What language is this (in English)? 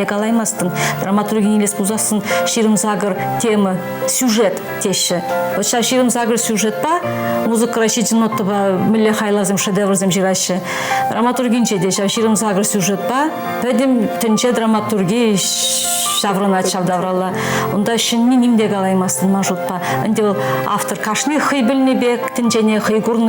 Chuvash